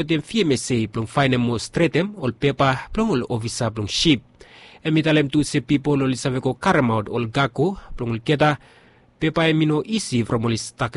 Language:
Bislama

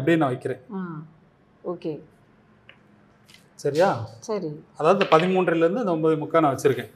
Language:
Tamil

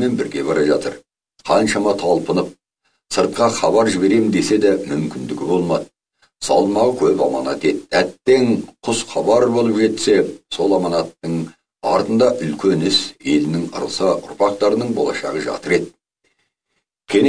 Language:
Kazakh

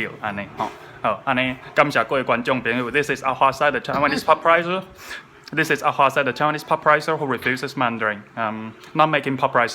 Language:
Min Nan Chinese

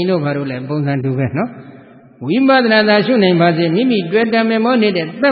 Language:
Burmese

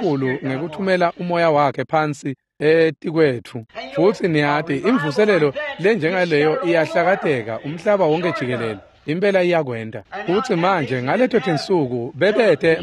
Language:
Swati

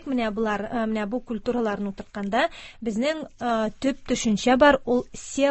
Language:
Tatar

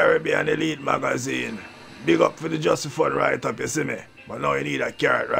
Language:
Jamaican Creole English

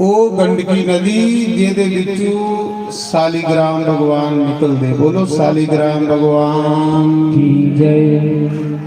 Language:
Dogri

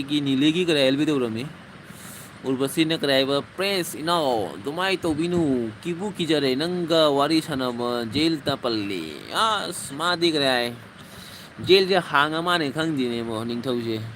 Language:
Manipuri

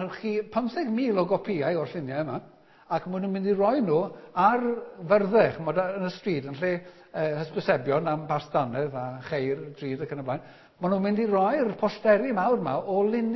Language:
Welsh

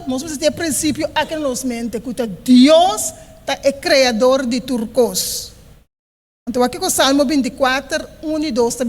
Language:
Papiamento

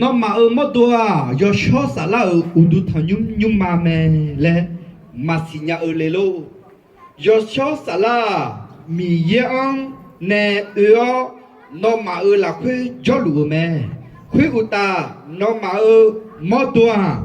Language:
Akha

